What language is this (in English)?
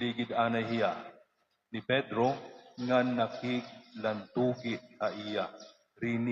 Waray